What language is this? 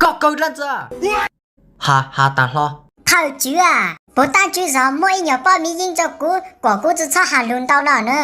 Hmong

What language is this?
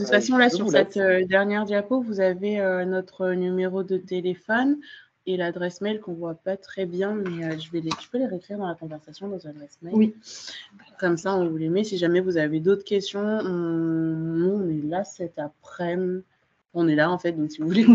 French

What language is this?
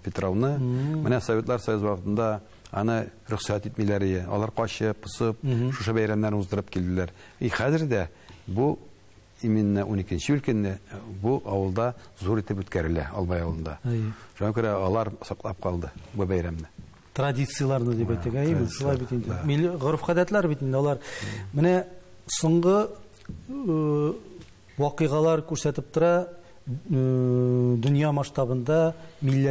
Tatar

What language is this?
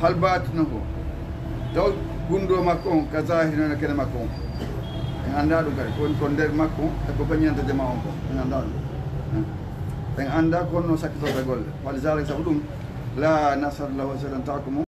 Fula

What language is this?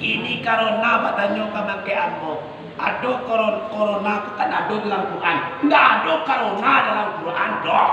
Minangkabau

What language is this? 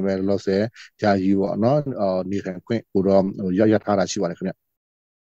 Burmese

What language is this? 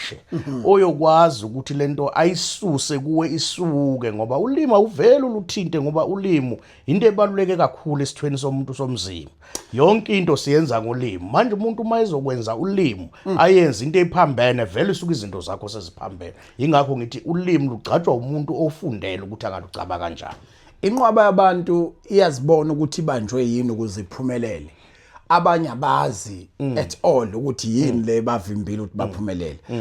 Zulu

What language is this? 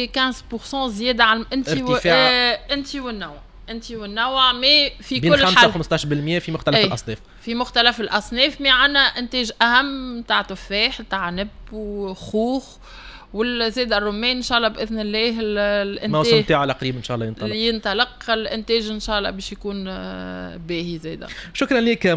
Tunisian Arabic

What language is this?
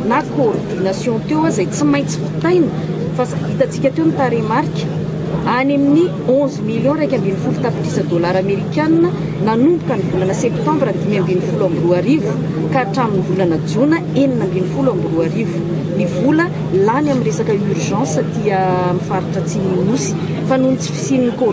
Malagasy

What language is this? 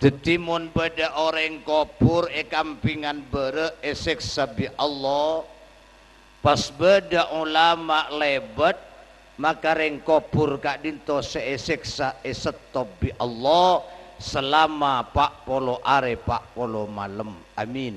Madurese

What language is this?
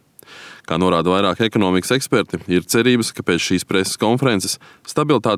Latvian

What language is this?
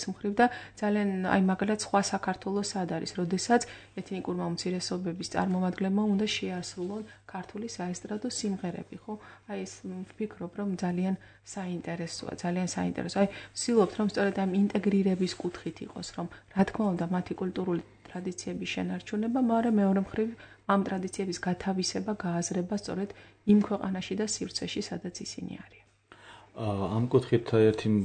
Georgian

